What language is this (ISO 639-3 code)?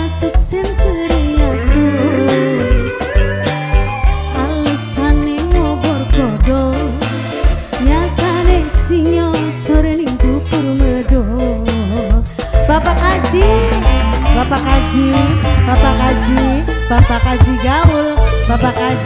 ind